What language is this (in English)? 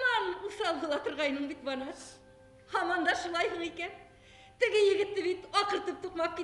Bashkir